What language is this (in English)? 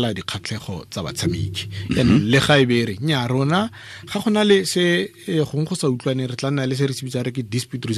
Tswana